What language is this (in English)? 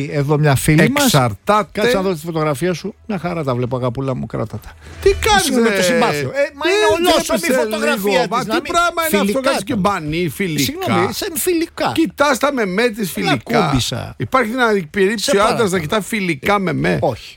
Greek